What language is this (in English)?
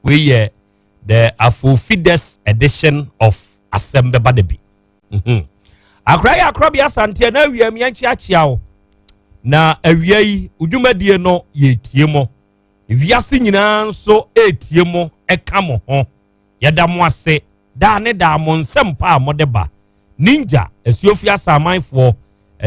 Akan